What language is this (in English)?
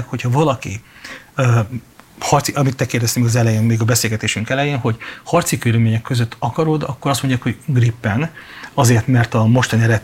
Hungarian